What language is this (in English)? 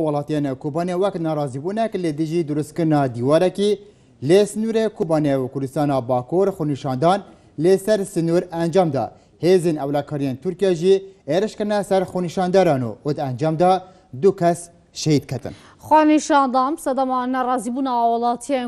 Kurdish